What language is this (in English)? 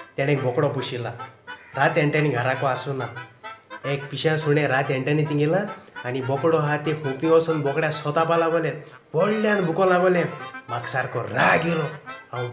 Konkani